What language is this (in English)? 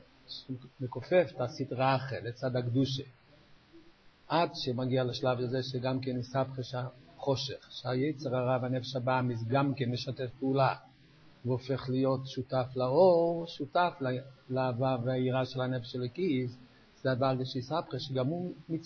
Hebrew